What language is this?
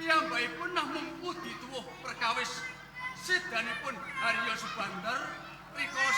Javanese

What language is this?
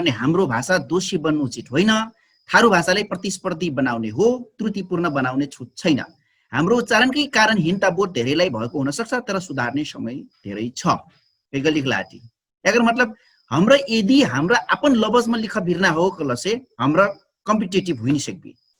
Dangaura Tharu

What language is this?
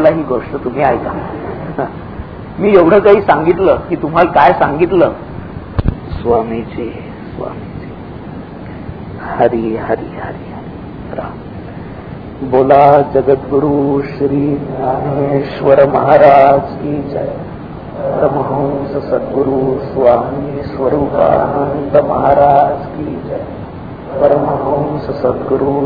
Marathi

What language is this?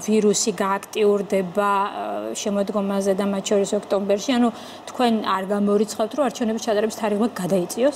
Georgian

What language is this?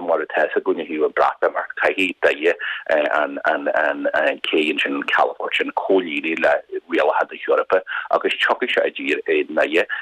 Irish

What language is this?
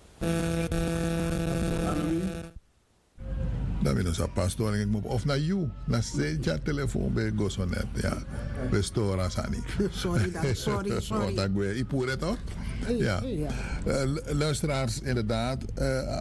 Dutch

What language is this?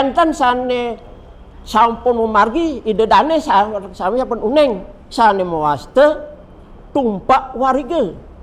Balinese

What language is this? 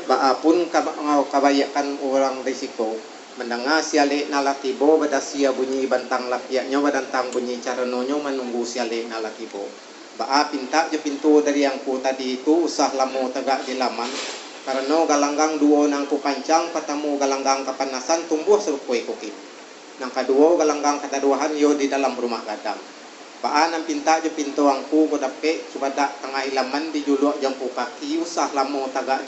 Minangkabau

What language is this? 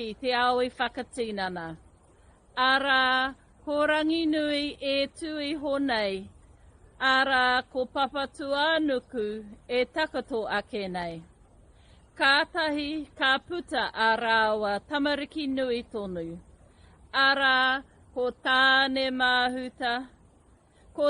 Māori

